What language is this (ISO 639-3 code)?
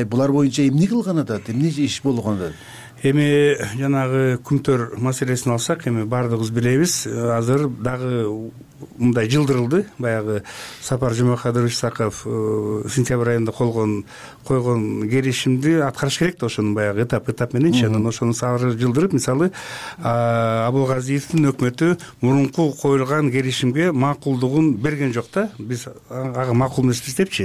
kir